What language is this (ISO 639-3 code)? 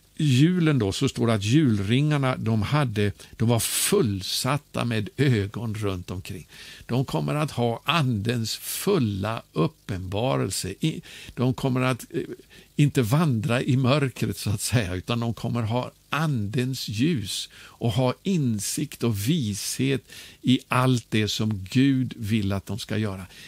swe